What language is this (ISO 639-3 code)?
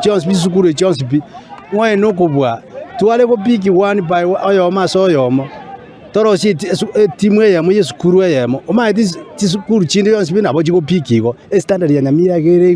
guz